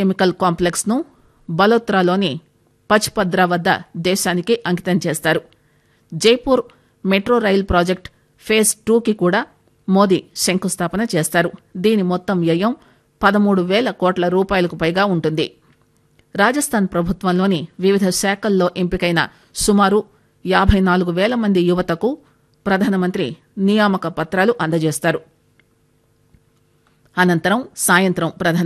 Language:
Telugu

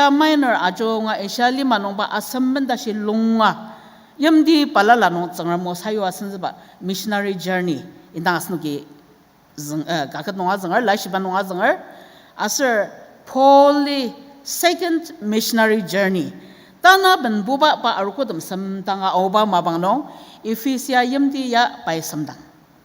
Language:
Ao Naga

